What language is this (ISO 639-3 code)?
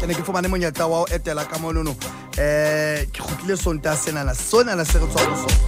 sot